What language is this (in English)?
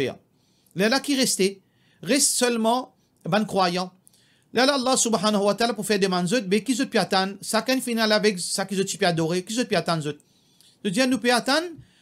Morisyen